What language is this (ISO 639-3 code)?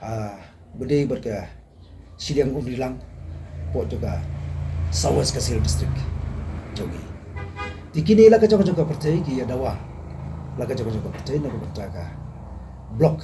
kha